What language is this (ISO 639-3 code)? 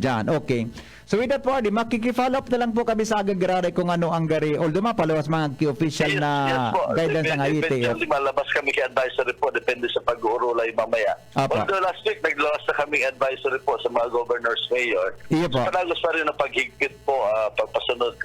bik